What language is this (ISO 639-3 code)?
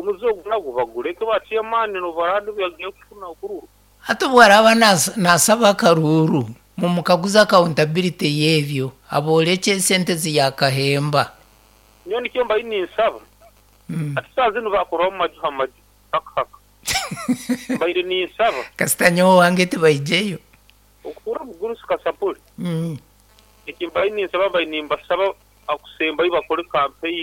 nyo